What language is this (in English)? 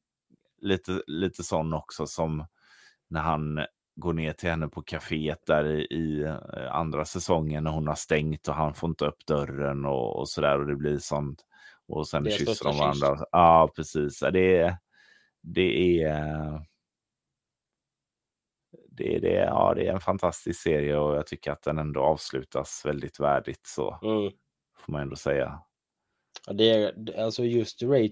Swedish